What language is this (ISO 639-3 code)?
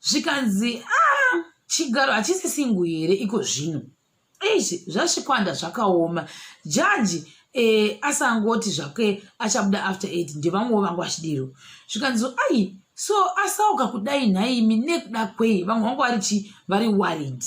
sna